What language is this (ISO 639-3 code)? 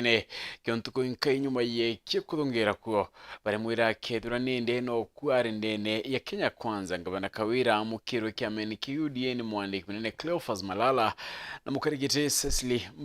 mer